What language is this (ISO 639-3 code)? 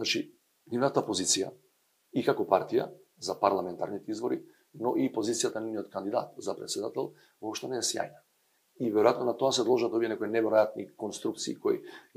mkd